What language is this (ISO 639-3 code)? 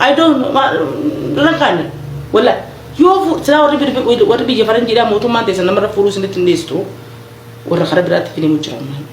orm